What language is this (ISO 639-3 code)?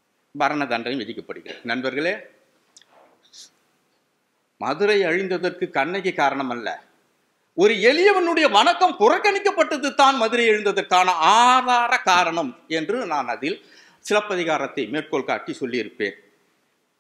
tam